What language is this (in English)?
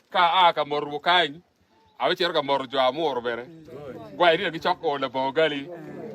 Acoli